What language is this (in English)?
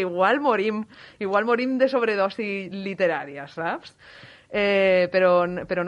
Catalan